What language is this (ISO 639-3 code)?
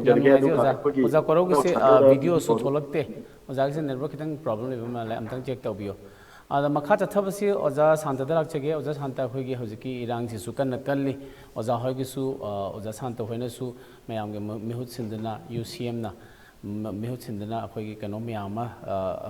mni